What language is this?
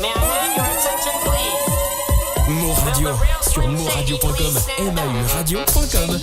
Morisyen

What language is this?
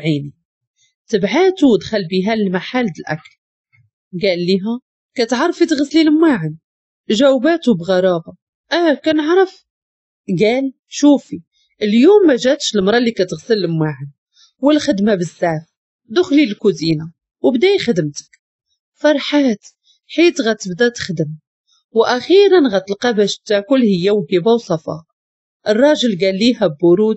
Moroccan Arabic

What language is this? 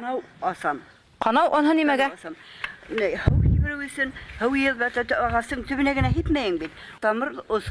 Bashkir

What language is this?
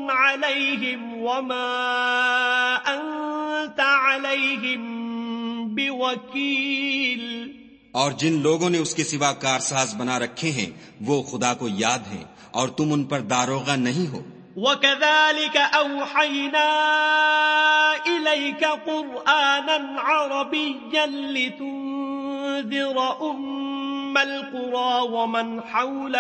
Urdu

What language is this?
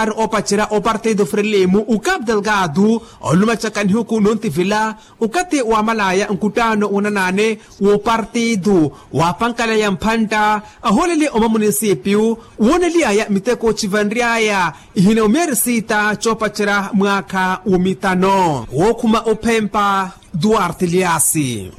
Makhuwa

